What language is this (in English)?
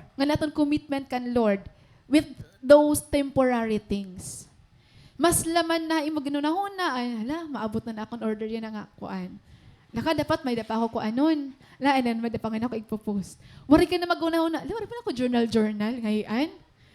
Waray